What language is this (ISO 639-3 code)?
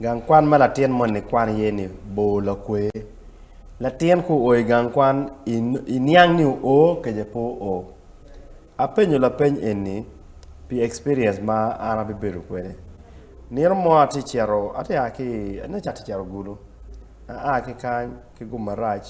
ach